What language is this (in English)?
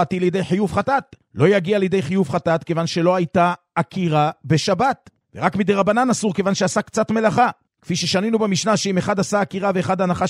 Hebrew